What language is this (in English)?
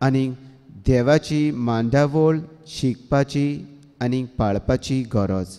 Konkani